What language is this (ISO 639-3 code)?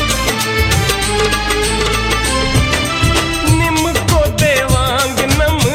hin